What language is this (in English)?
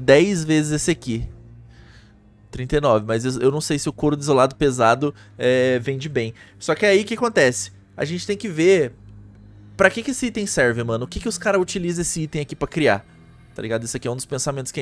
Portuguese